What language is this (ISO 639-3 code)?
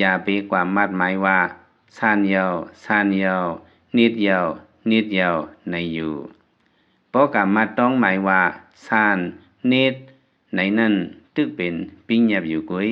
lao